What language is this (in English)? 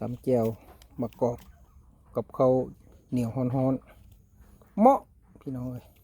Lao